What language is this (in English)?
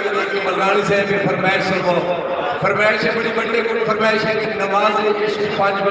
Saraiki